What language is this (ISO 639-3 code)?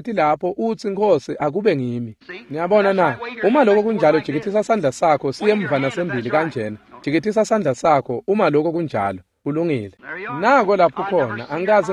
ssw